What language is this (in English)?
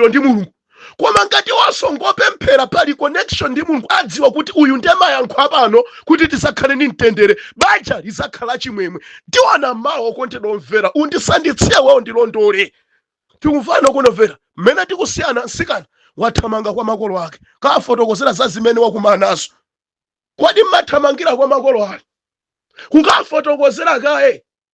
Nyanja